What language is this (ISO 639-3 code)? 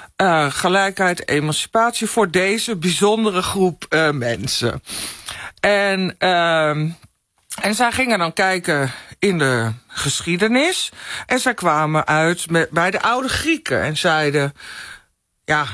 nld